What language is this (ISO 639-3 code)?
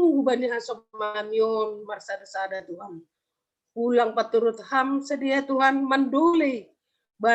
bts